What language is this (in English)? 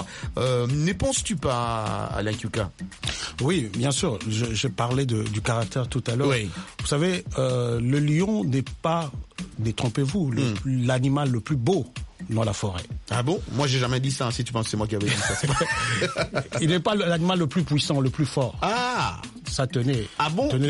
French